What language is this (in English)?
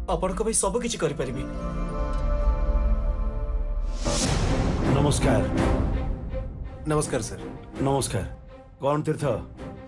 Odia